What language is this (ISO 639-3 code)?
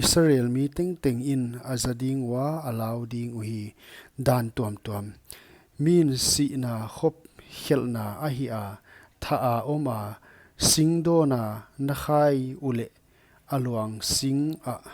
pck